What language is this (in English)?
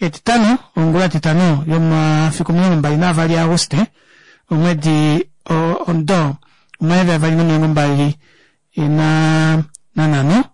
Kuanyama